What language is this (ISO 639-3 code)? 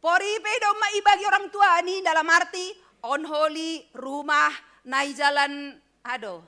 bts